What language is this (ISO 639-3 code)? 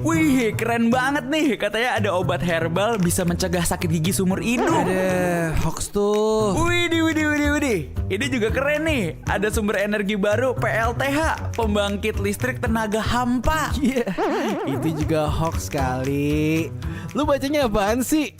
xmm